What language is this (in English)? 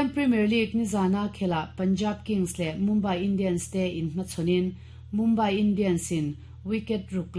Mizo